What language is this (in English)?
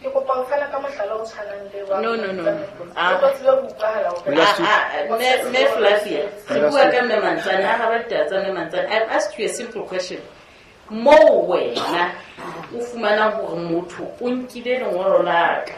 Southern Sotho